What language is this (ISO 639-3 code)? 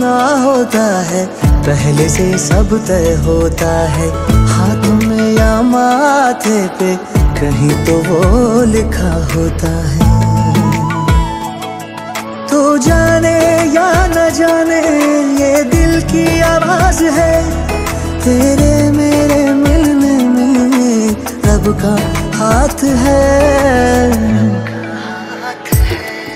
hin